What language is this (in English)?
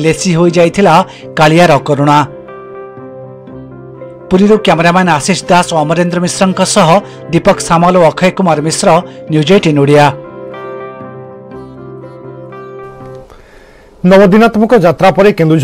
Odia